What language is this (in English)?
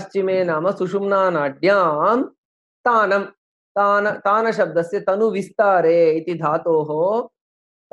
Sanskrit